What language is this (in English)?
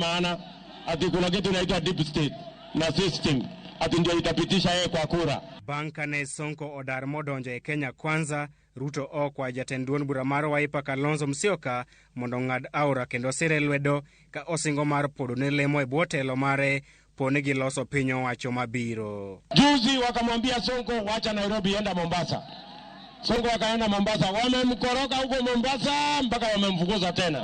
Luo (Kenya and Tanzania)